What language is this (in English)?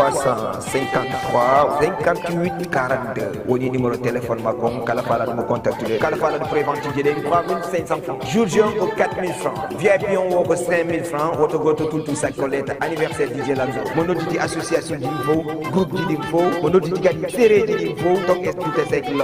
Fula